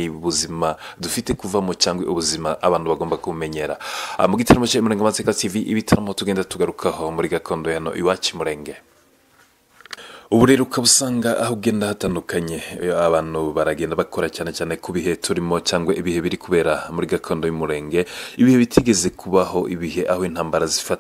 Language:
Kinyarwanda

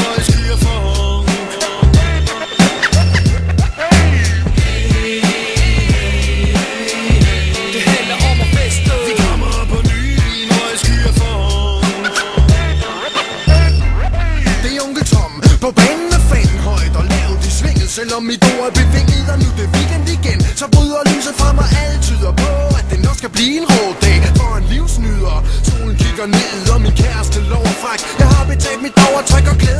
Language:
Danish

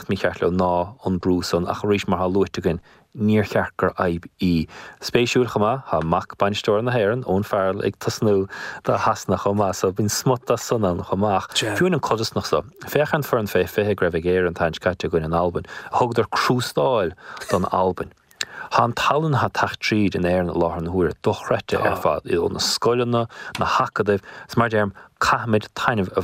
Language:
Irish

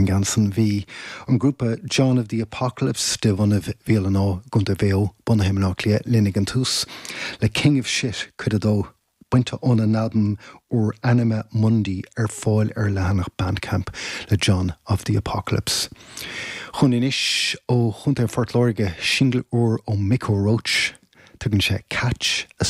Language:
Irish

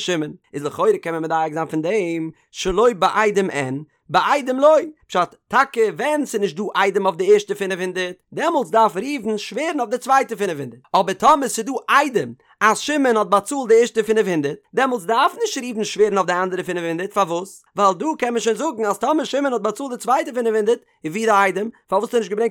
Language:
Yiddish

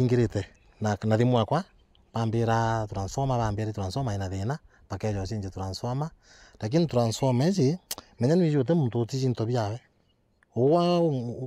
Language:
Meru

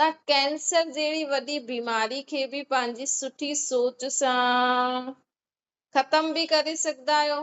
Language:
Sindhi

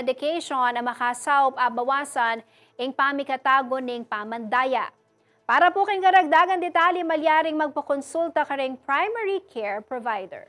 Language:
Pampanga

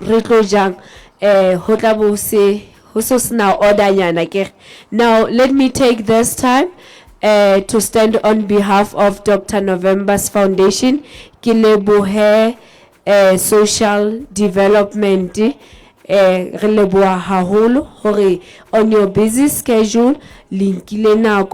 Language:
Southern Sotho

